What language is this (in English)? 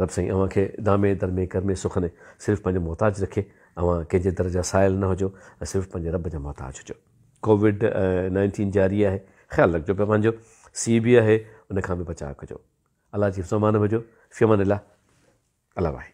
Sindhi